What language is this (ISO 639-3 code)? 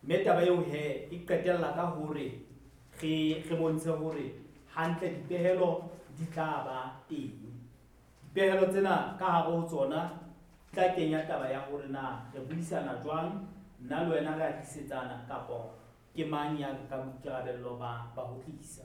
sot